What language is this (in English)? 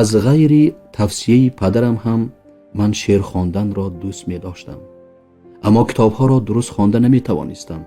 Tajik